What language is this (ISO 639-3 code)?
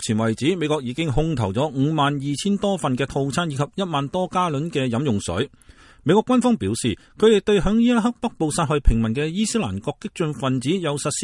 yue